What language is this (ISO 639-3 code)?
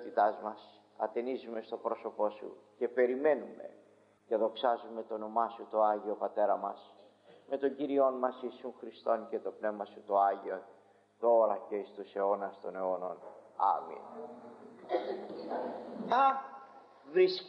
ell